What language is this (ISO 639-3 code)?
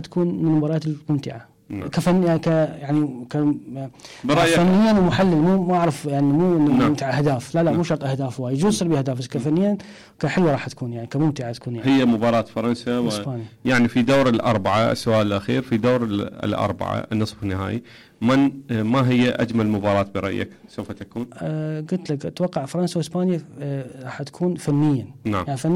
acm